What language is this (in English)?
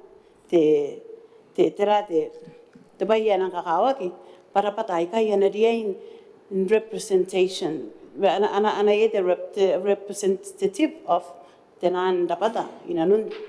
Gilbertese